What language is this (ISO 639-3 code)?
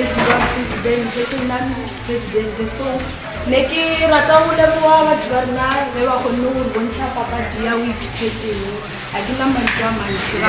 tsn